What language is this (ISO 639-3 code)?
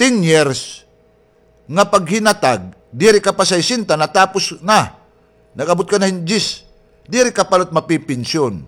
war